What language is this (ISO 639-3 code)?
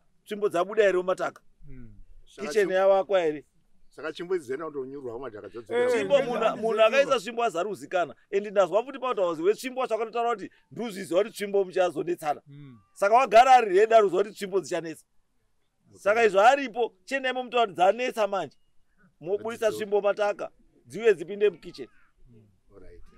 sna